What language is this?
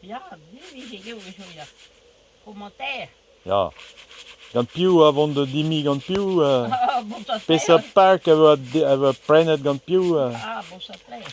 Breton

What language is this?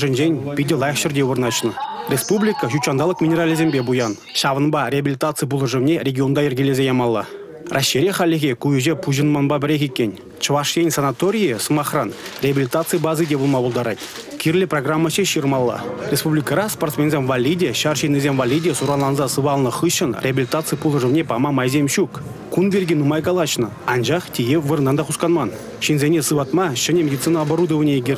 Chuvash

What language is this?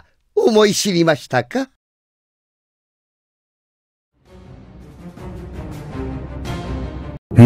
Japanese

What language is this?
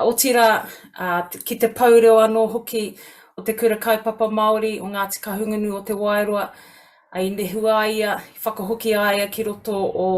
Māori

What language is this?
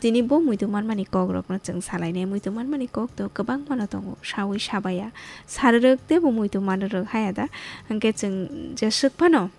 Kok Borok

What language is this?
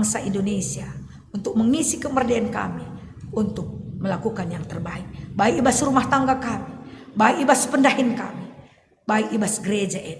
Batak Karo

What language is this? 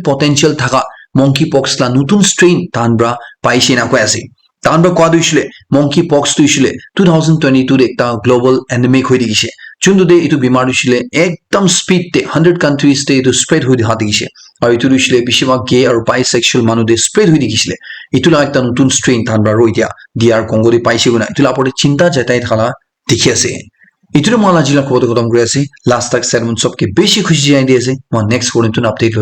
Naga Pidgin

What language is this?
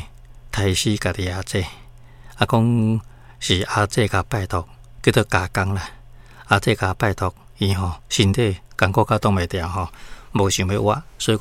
Min Nan Chinese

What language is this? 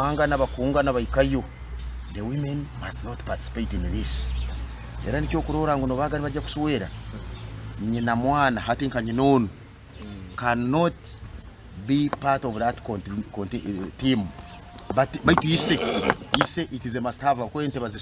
Nyoro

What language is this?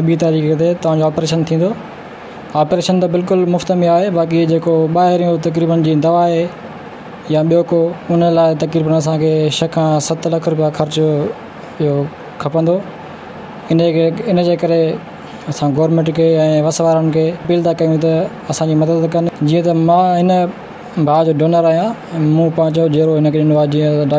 Sindhi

